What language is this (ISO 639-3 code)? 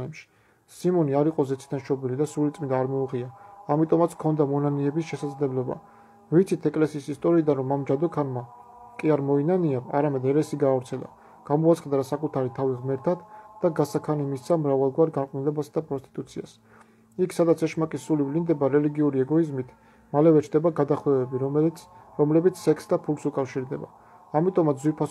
kat